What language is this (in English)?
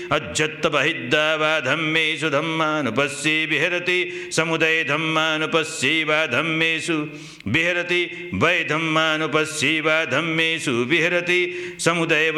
Pali